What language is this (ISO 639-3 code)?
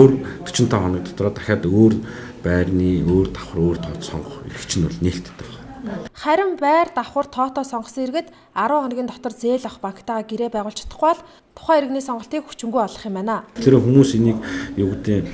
mon